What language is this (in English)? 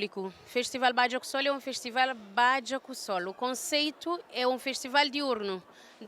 Kabuverdianu